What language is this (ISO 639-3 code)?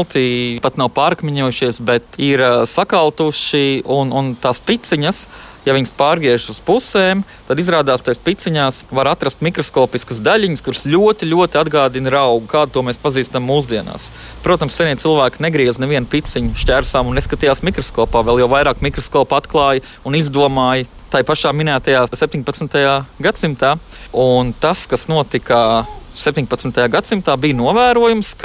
lav